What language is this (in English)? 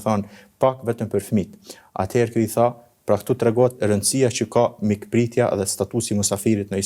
Albanian